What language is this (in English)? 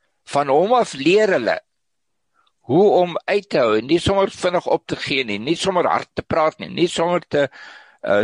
Afrikaans